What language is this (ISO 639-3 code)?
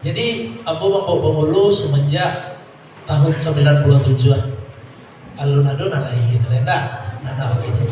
min